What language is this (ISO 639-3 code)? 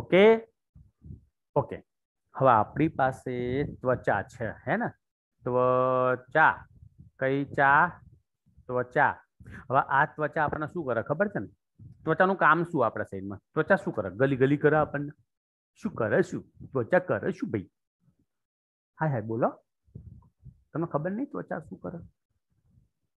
guj